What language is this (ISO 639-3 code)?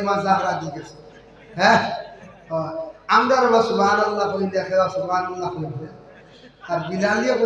syl